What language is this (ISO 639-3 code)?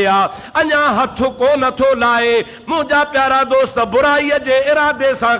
snd